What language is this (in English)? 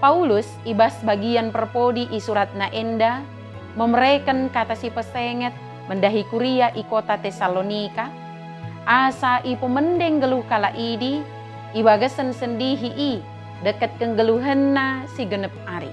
Batak Dairi